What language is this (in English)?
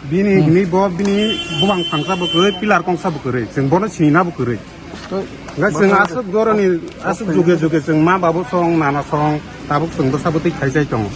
Kok Borok